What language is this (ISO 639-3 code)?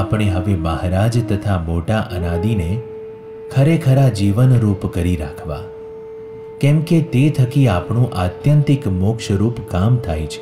guj